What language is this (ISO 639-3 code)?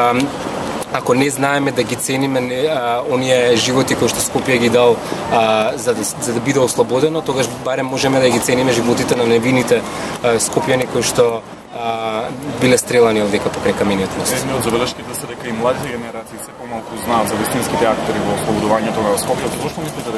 mkd